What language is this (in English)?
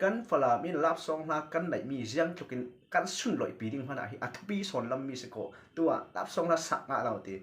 Falam Chin